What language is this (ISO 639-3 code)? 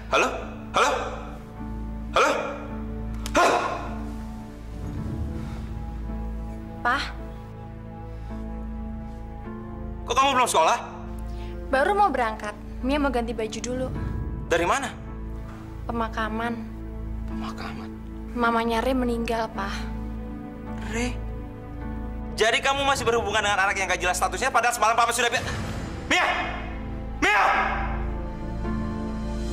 ind